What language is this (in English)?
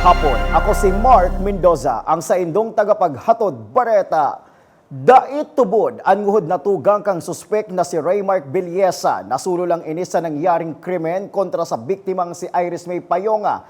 Bikol